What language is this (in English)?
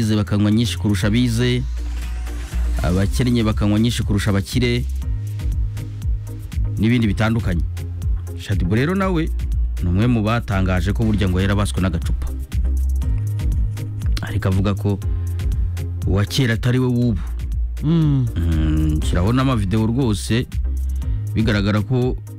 Kinyarwanda